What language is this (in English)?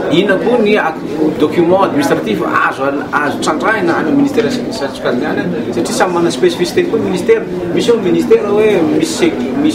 Malagasy